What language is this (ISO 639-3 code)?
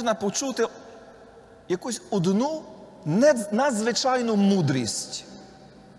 ukr